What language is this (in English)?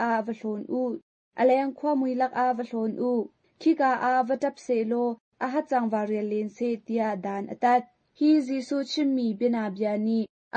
Hakha Chin